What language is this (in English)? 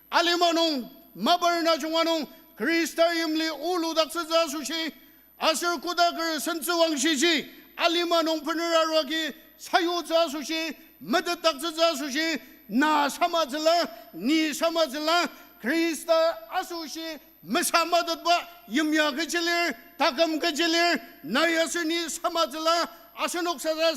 Ao Naga